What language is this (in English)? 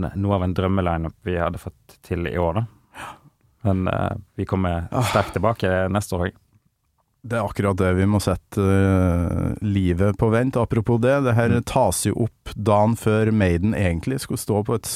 Norwegian